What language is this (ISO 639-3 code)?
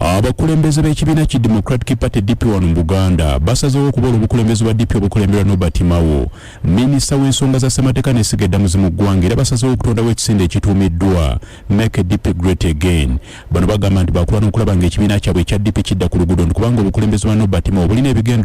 lug